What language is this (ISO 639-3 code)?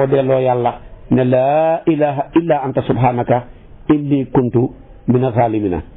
wol